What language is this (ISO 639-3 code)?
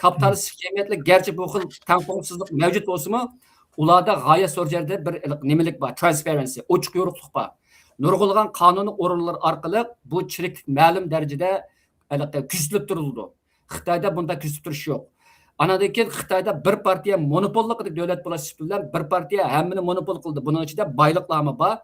uig